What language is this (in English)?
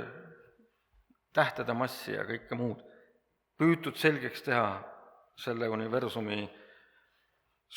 Estonian